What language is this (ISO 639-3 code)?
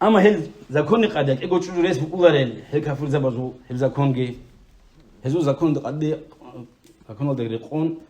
ava